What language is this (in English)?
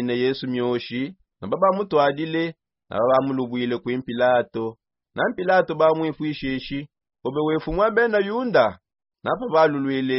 Songe